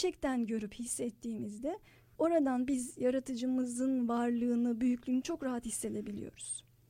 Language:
Turkish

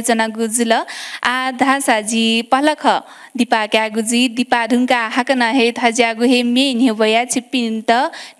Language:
Newari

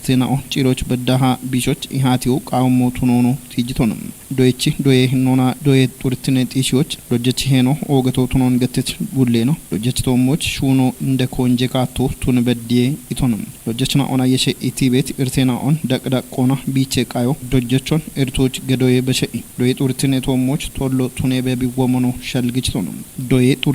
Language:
Kafa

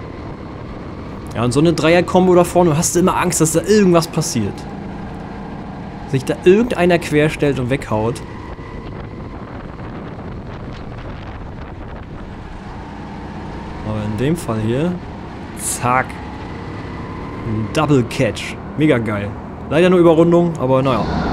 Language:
German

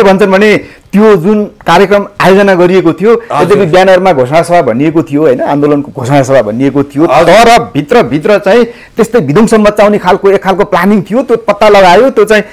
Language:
Nepali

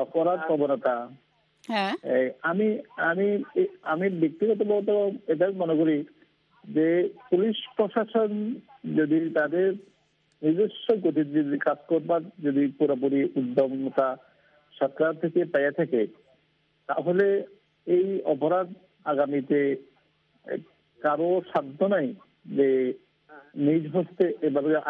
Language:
Bangla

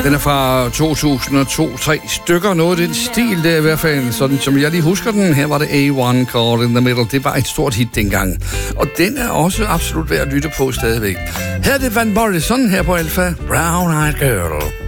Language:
Danish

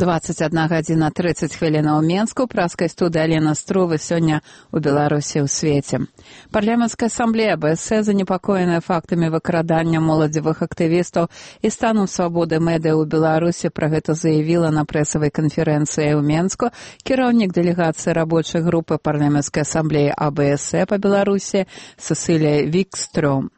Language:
Belarusian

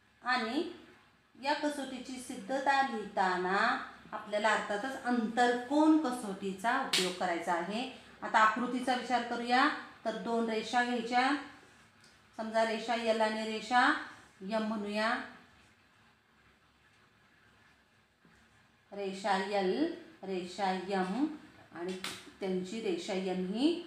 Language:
Marathi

